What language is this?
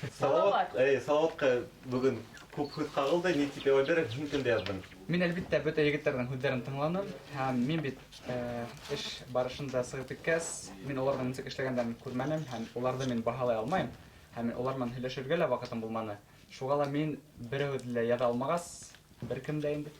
Bashkir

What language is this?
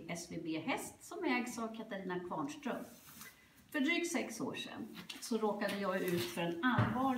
Swedish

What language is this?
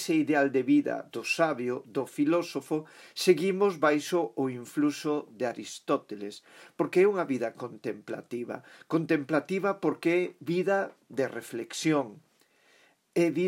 Galician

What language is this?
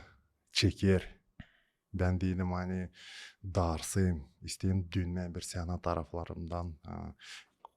Gagauz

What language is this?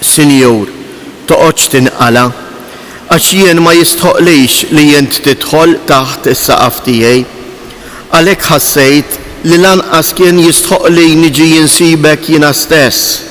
Maltese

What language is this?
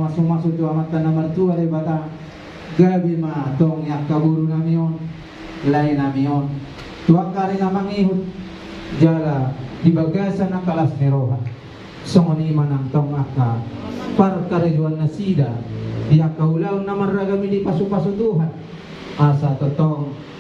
Batak Toba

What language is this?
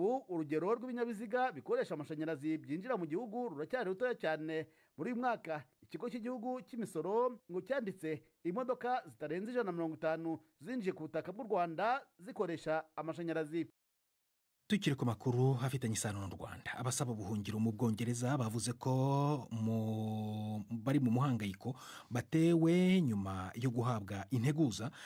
Kinyarwanda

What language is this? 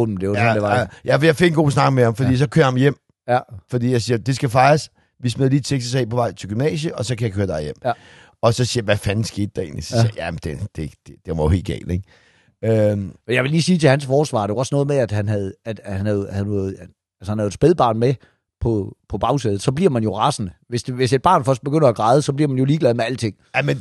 Danish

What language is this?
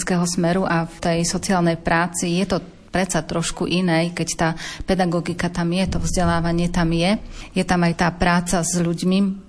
Slovak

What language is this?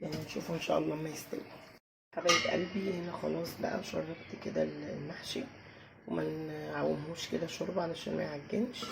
Egyptian Arabic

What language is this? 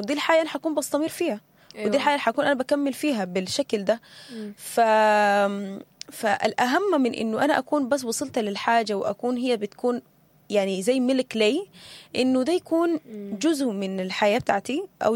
Sudanese Arabic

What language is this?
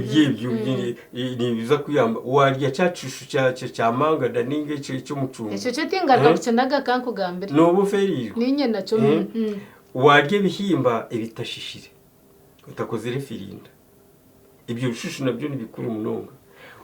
Nyankole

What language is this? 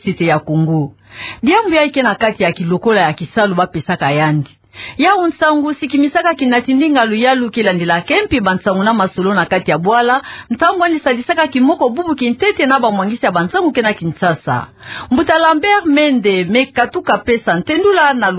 Kituba (Democratic Republic of Congo)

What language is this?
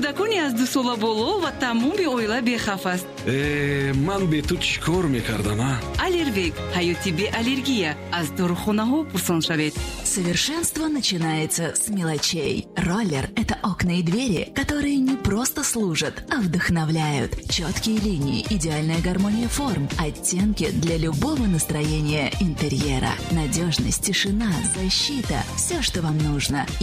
Russian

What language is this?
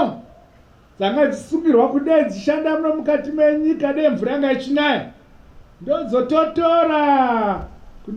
Shona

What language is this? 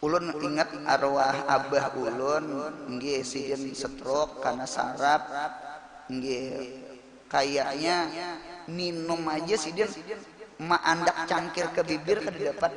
Banjar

